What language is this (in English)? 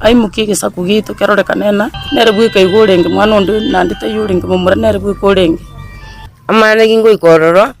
Gusii